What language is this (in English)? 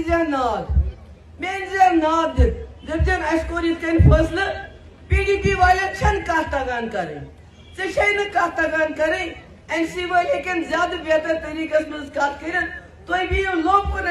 Kashmiri